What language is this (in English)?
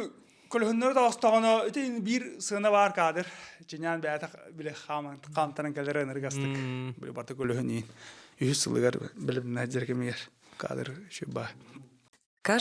Yakut